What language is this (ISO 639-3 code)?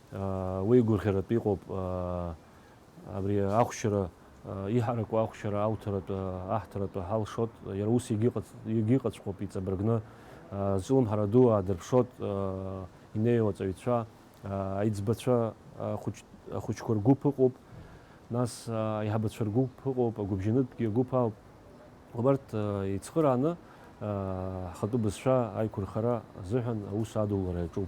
abk